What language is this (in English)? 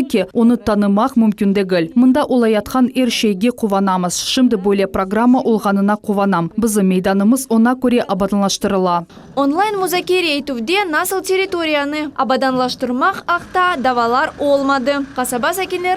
Crimean Tatar